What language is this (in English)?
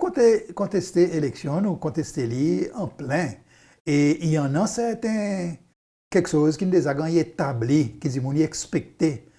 Seselwa Creole French